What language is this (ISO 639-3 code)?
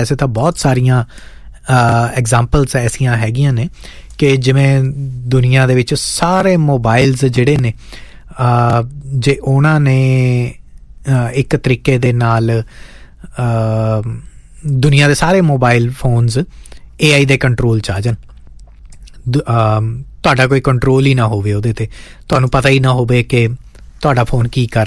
pan